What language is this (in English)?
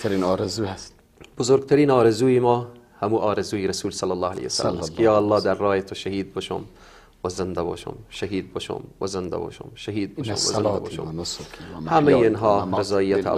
Persian